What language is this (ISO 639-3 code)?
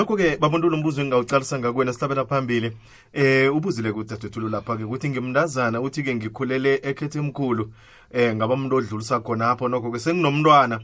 nbl